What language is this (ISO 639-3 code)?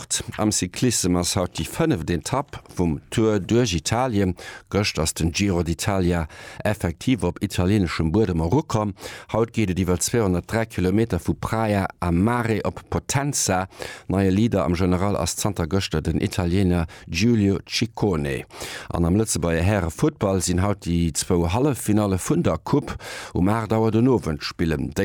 ltz